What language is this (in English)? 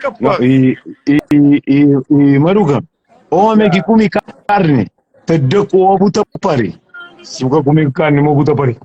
Kabuverdianu